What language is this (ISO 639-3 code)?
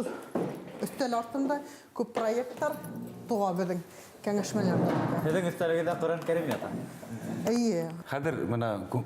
bak